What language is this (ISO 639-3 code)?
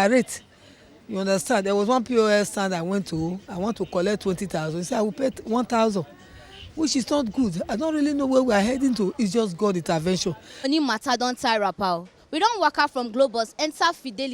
pcm